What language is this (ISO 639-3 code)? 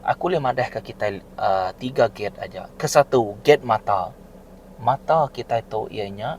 iba